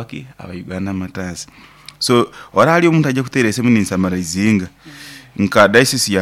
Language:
Nyankole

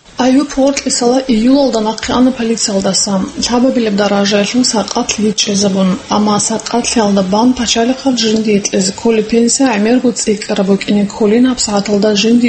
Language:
Avaric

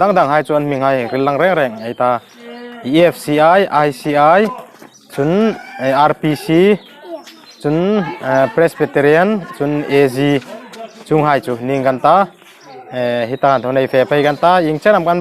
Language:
Hmar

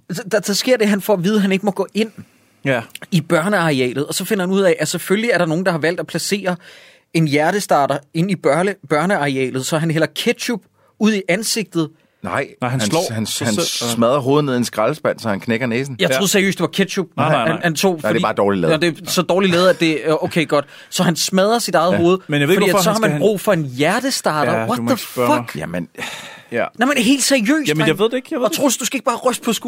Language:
Danish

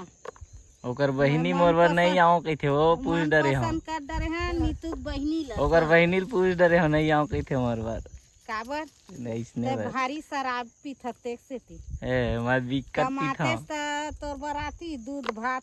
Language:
Chhattisgarhi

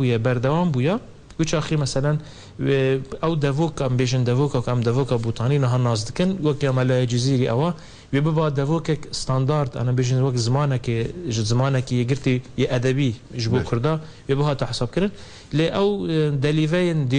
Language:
Kurdish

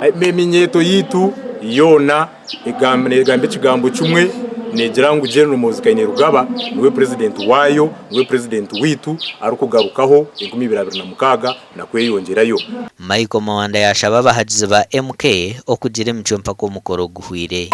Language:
Nyankole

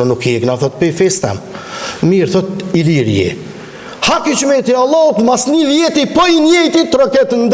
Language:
Albanian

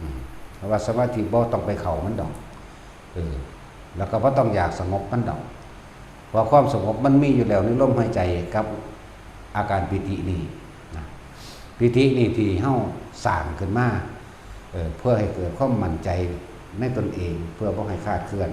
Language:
Northeastern Thai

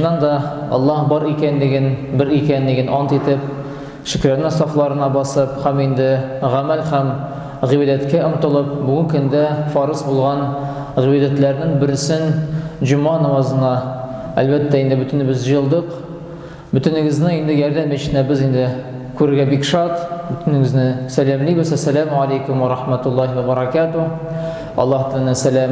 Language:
Tatar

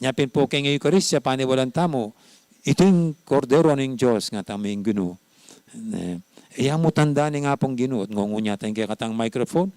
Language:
Pampanga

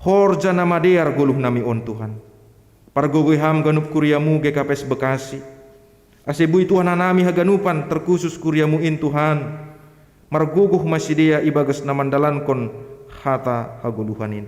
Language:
Batak Simalungun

